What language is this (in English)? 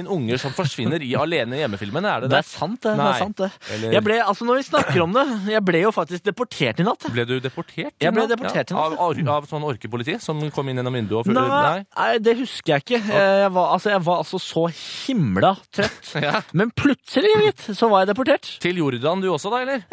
Norwegian